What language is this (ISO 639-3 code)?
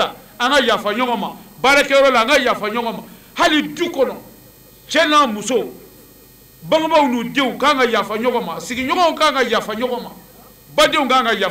bam